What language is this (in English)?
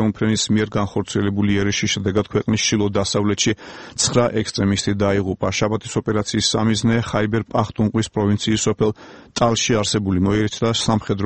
Georgian